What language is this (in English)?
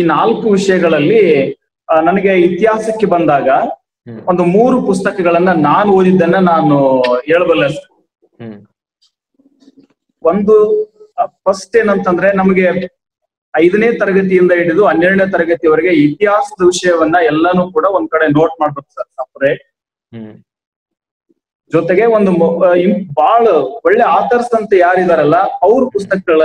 Kannada